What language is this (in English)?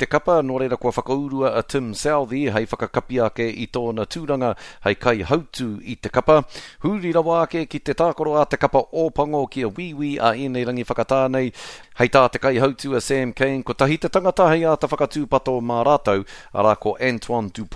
Māori